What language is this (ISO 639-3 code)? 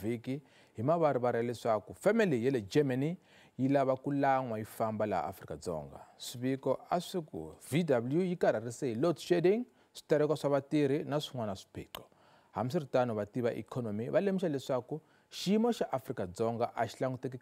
tso